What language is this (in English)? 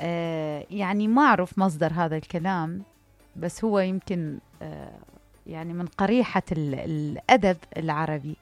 Mesopotamian Arabic